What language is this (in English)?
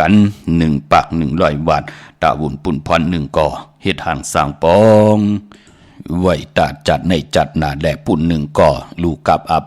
Shan